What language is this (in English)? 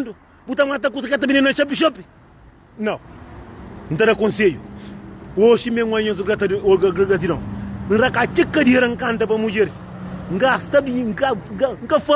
Kabuverdianu